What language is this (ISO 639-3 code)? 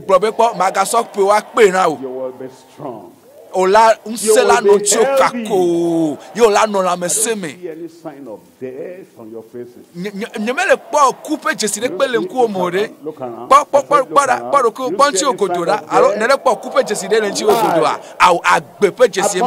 ewe